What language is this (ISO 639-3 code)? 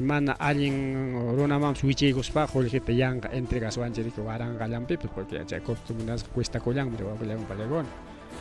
quy